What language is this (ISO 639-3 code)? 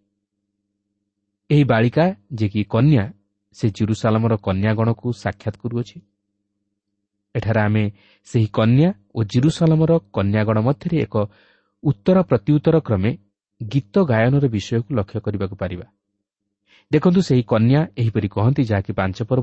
ori